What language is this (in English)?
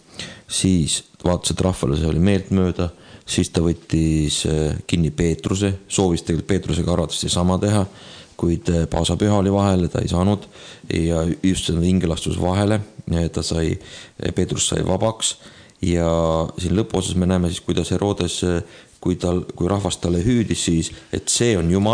Estonian